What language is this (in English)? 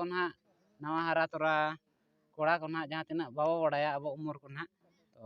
Santali